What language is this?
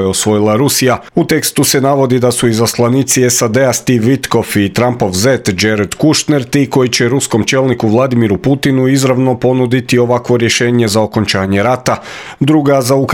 Croatian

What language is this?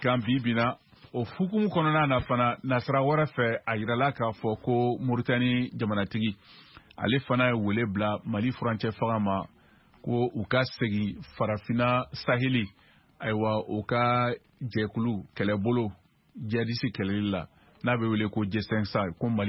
Bambara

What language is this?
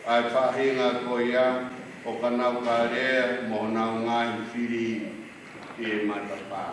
Tongan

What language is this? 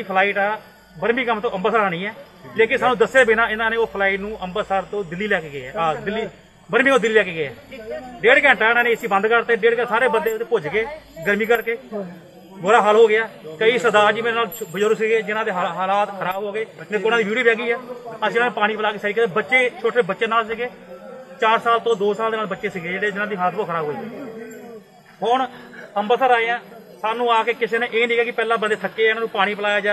Punjabi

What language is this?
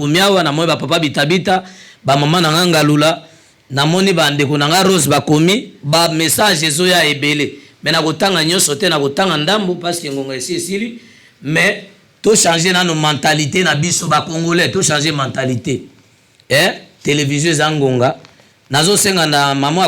Lingala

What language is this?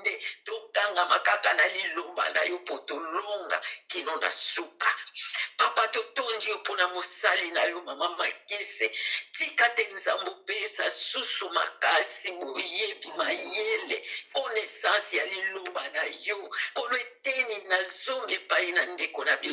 Lingala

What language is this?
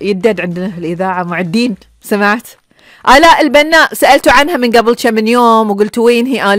Gulf Arabic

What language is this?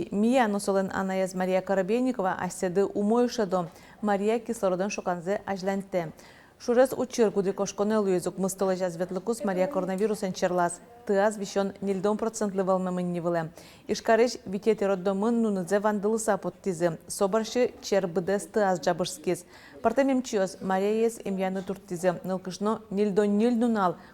Udmurt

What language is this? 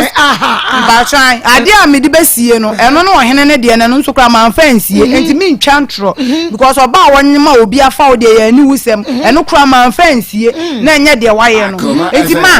Akan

